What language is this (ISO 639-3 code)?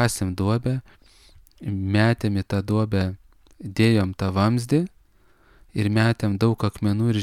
lit